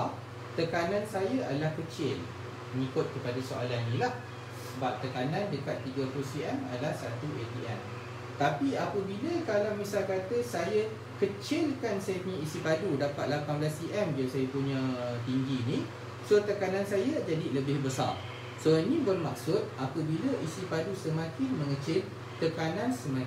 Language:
Malay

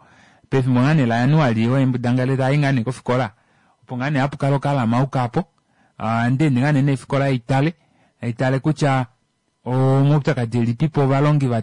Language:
Kuanyama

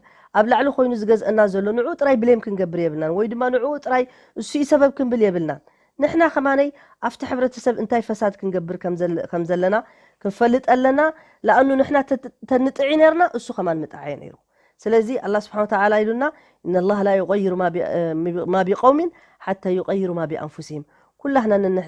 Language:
Tigrinya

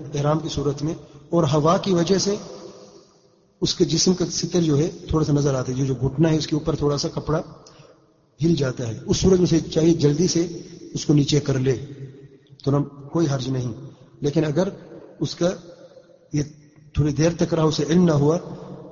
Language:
Urdu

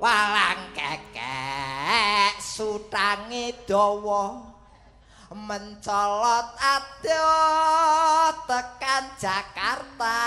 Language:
Javanese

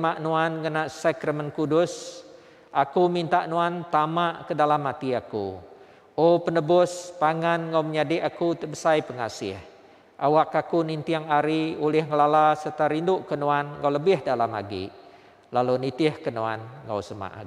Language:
Iban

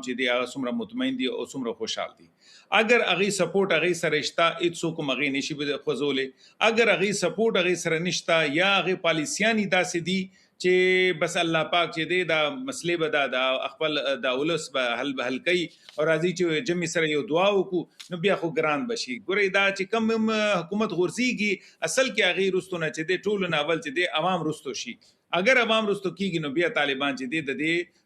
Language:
Pashto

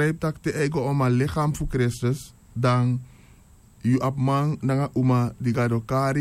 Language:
Sranan Tongo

